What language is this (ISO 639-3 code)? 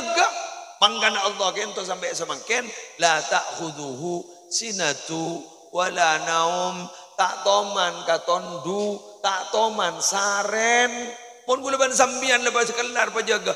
mad